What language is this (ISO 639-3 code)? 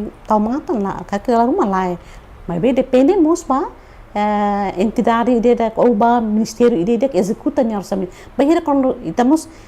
tet